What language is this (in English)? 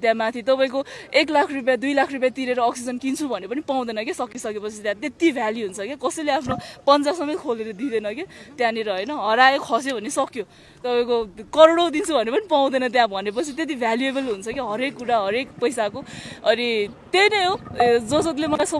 Nepali